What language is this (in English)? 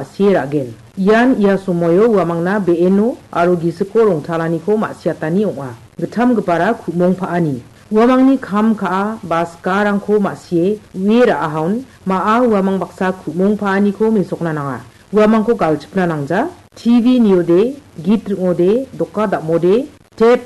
Garo